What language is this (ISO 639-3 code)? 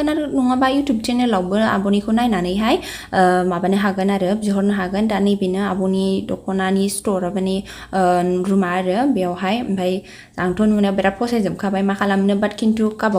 brx